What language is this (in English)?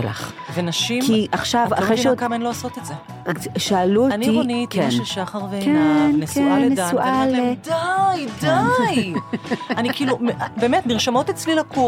Hebrew